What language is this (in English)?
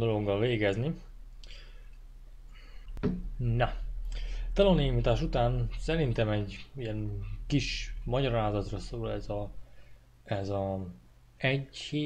Hungarian